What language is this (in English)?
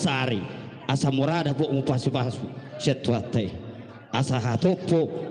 Batak Toba